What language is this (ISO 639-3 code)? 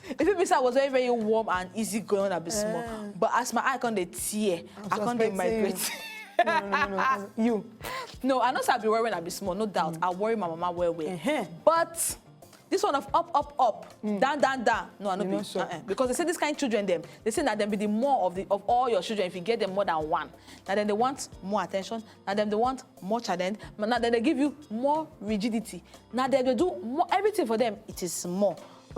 pcm